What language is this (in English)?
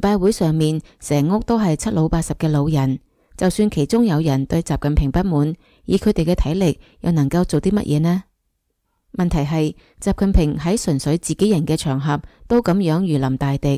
Cantonese